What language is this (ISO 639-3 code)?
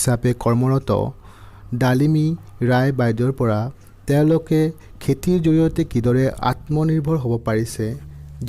asm